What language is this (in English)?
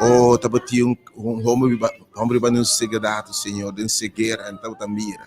Papiamento